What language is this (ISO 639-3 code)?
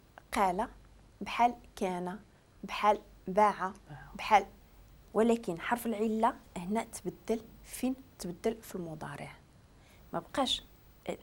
ary